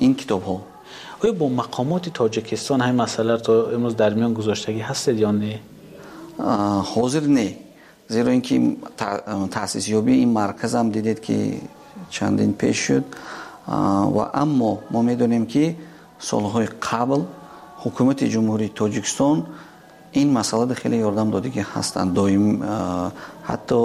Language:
Tajik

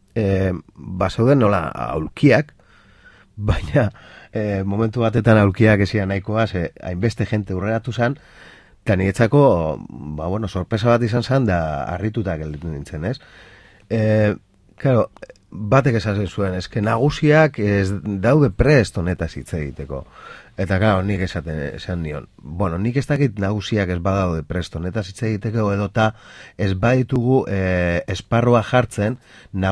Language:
Basque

